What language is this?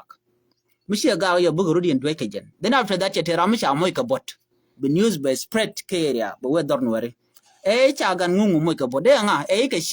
Nuer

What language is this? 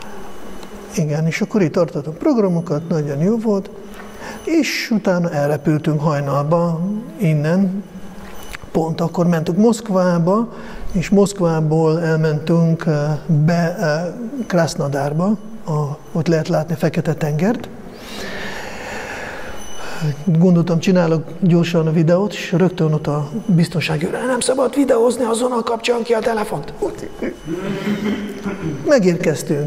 Hungarian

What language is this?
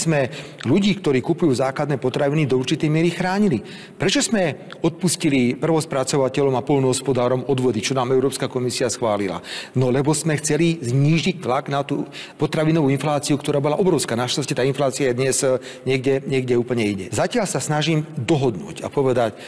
Slovak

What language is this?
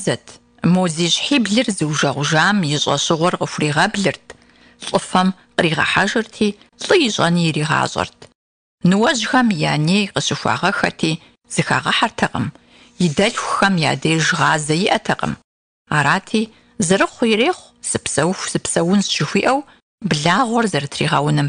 Kabardian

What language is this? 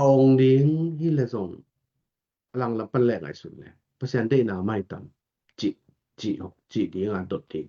Tedim Chin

